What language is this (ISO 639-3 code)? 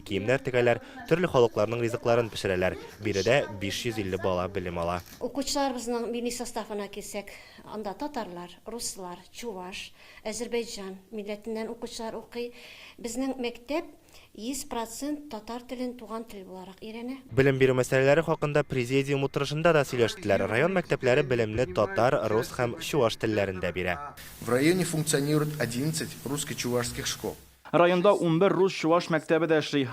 tat